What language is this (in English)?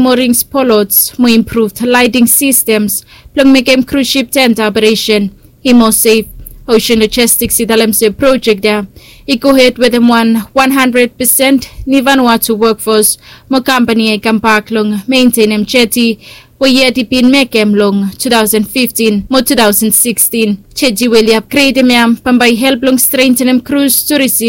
Bislama